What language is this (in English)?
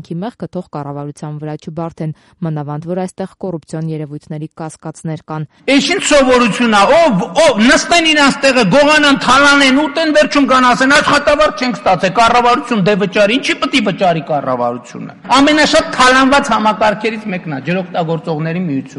Armenian